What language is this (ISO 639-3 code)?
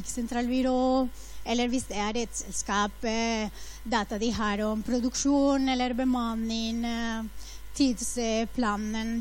nor